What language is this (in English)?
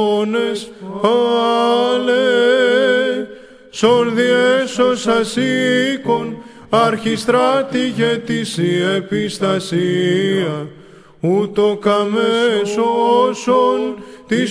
Greek